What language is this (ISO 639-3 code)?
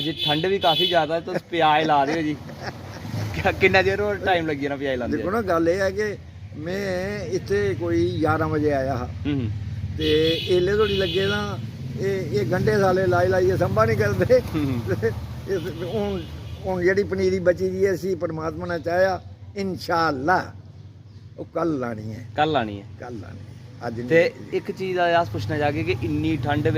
doi